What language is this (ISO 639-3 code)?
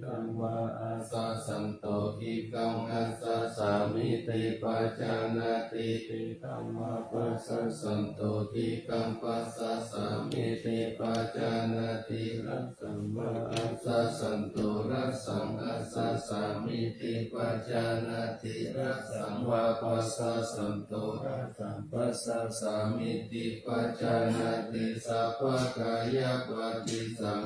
pli